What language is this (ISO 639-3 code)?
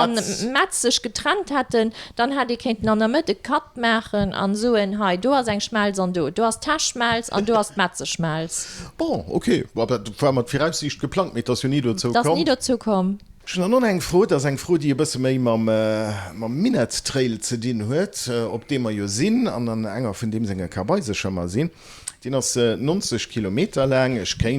ltz